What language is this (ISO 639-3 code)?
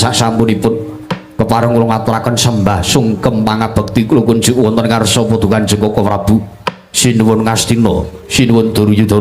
jav